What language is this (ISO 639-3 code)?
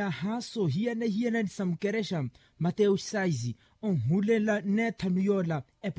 vmw